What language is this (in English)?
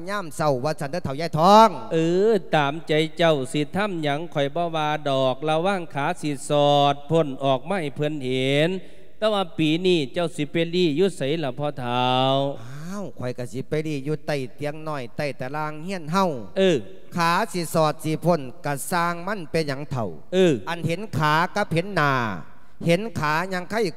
Lao